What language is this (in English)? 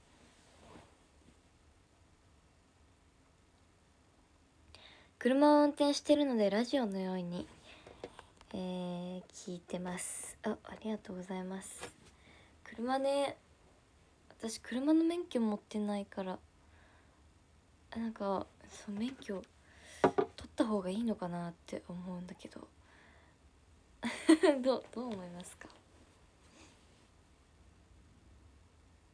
Japanese